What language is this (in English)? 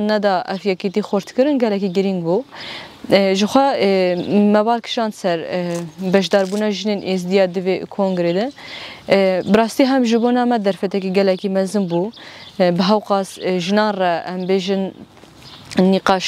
Kurdish